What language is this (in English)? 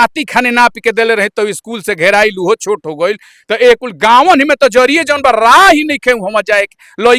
Bhojpuri